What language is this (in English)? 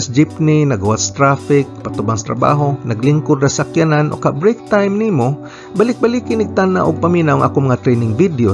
Cebuano